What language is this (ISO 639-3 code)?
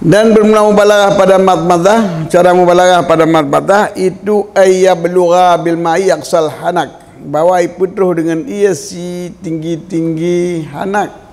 ace